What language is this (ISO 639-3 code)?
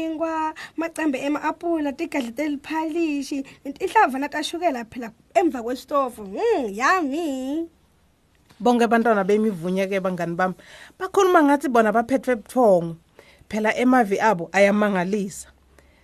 ssw